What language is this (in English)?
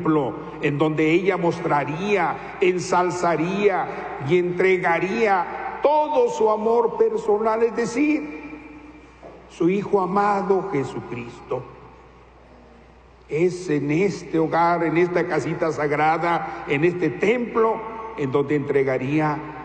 Spanish